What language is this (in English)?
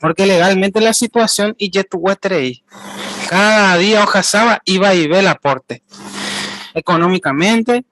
Guarani